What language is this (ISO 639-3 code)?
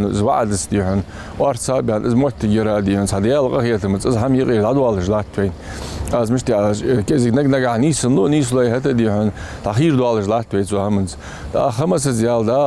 inh